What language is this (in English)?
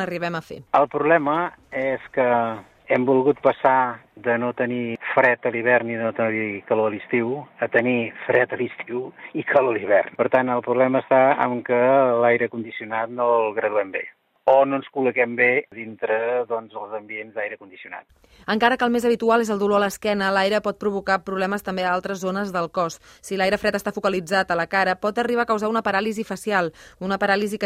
Catalan